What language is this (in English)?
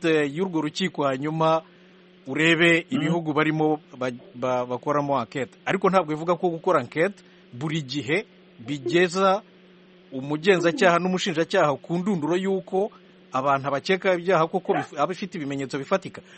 Kinyarwanda